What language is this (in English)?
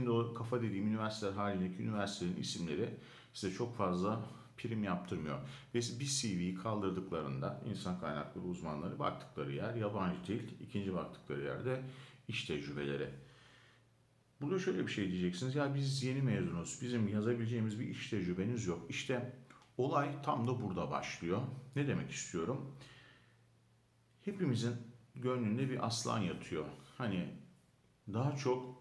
Turkish